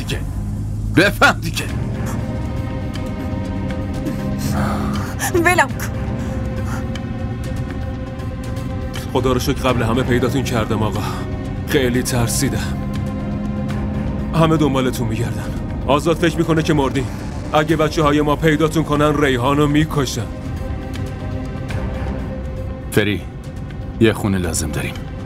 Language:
Persian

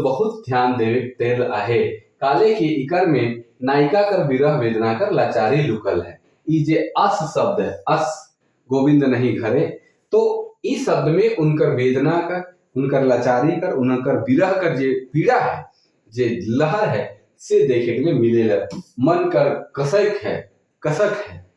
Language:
Sadri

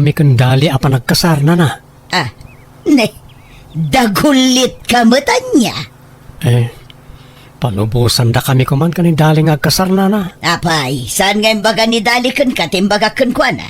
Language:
Iloko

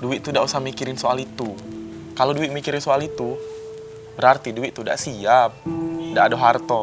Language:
Musi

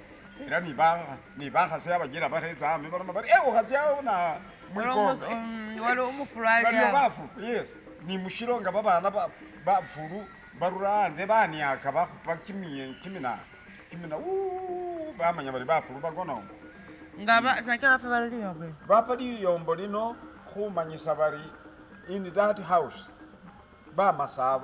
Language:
Masaaba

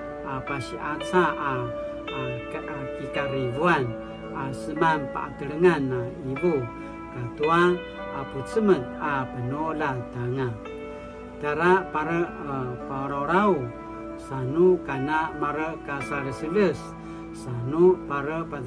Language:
Paiwan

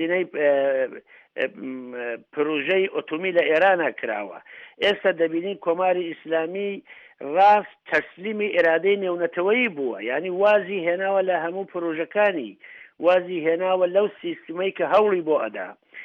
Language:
Central Kurdish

